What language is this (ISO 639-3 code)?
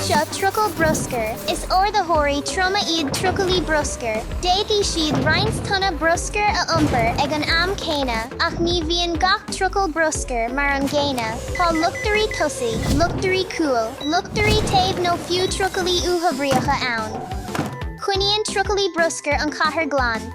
gle